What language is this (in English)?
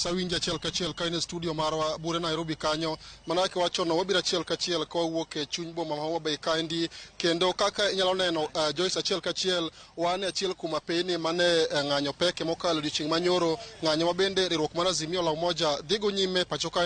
Luo (Kenya and Tanzania)